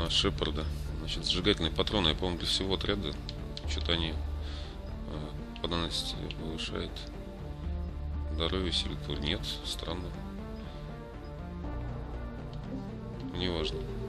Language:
Russian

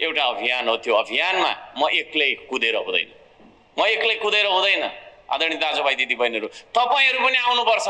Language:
Nepali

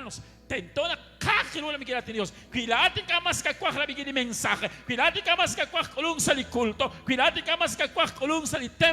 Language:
Kekchí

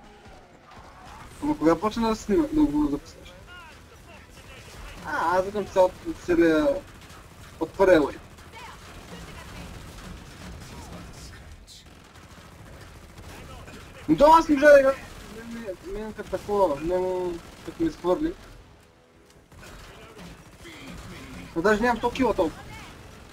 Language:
Bulgarian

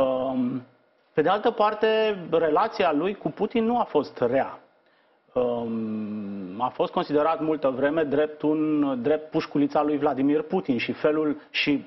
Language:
Romanian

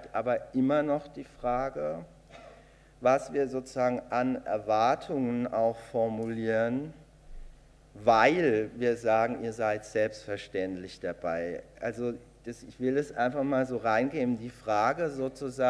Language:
German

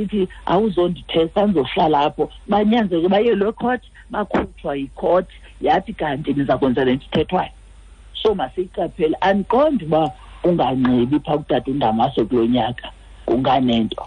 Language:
Xhosa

